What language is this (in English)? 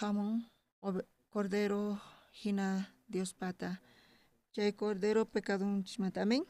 South Bolivian Quechua